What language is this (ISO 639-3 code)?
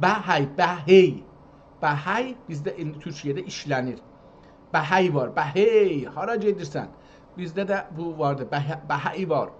azb